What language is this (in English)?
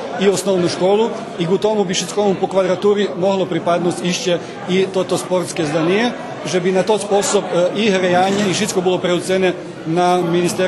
Rusyn